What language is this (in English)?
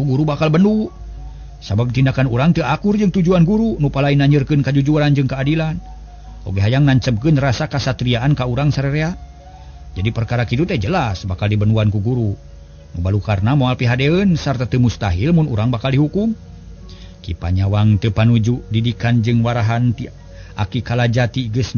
Sundanese